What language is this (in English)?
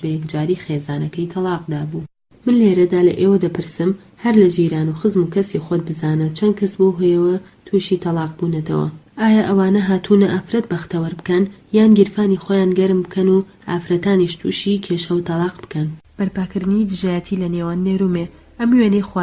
Central Kurdish